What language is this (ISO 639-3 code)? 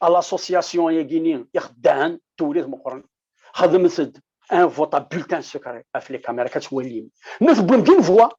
kab